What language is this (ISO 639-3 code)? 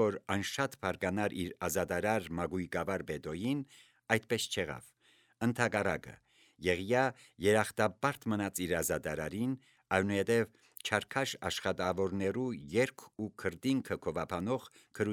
hye